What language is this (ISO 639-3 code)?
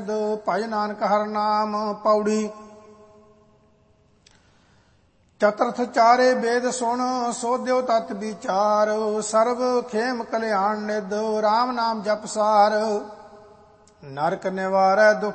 pan